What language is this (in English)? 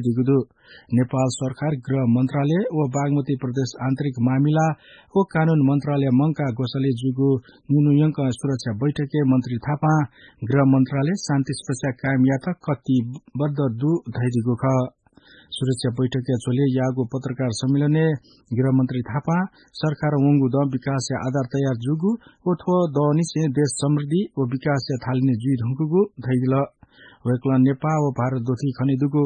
Newari